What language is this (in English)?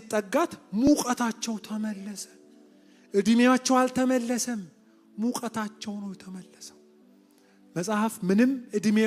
Amharic